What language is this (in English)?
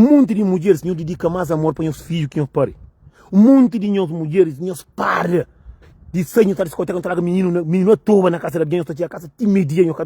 Kabuverdianu